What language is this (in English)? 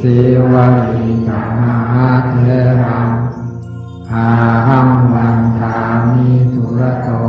Pali